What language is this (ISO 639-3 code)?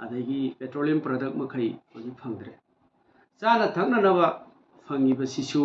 mni